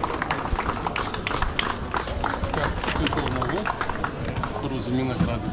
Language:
Bulgarian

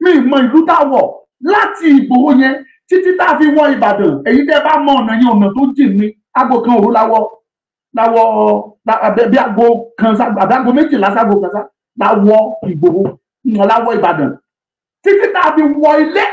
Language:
Yoruba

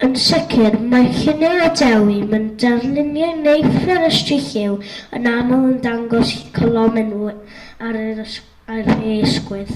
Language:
Welsh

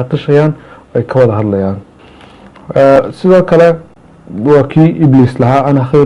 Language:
Somali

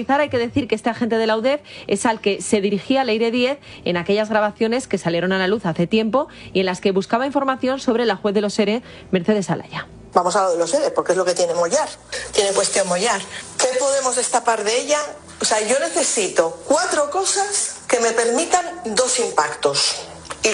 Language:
Spanish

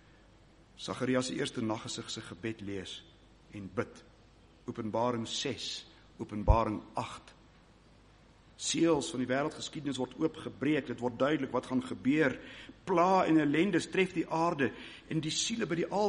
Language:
Afrikaans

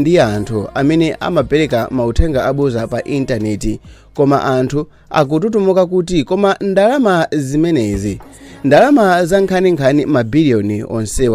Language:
Nyanja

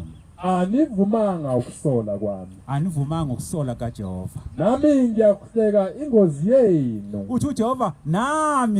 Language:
Zulu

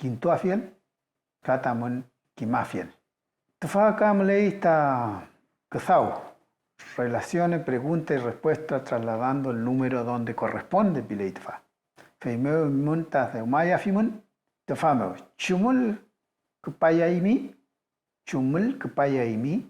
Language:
Mapuche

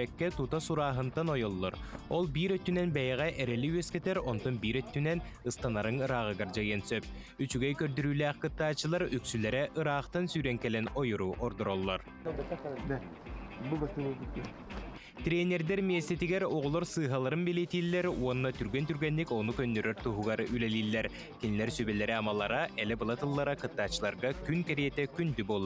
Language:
Yakut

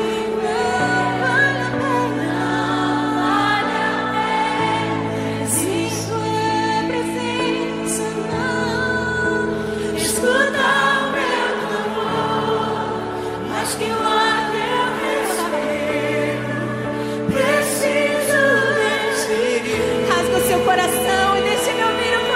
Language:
Portuguese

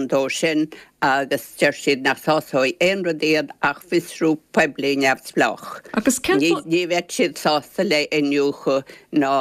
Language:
Irish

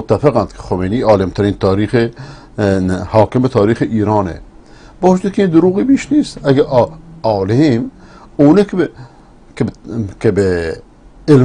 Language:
Persian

